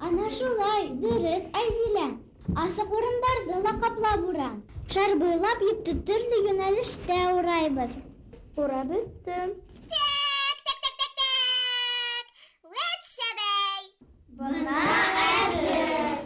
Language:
Bashkir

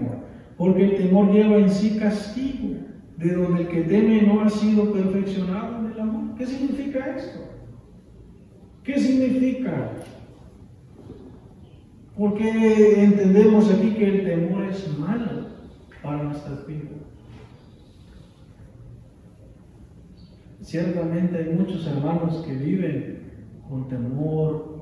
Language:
Spanish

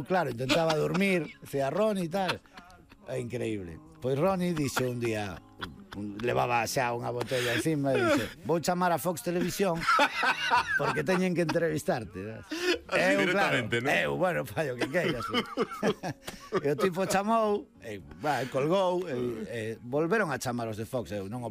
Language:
Galician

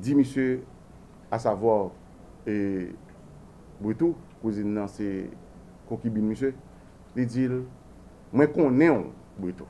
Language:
Haitian Creole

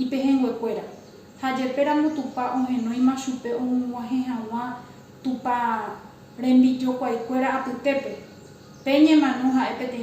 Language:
Guarani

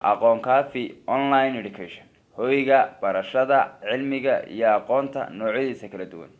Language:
Somali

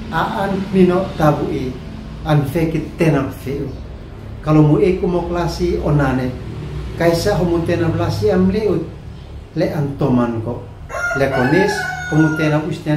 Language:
Uab Meto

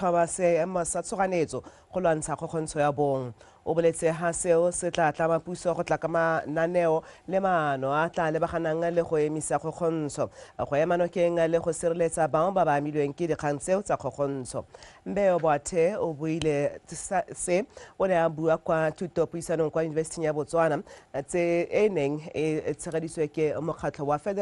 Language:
Tswana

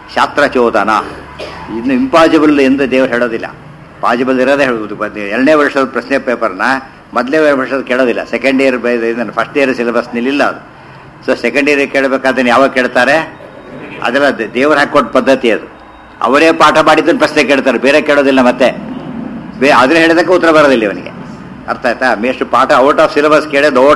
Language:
Kannada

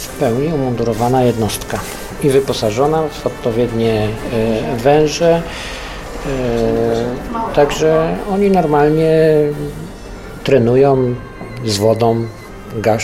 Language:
Polish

